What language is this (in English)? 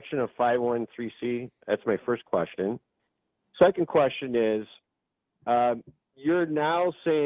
English